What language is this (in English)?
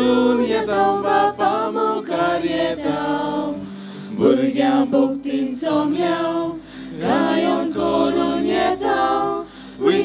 Konkani